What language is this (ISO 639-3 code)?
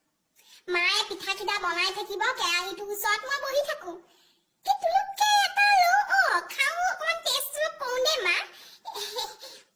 asm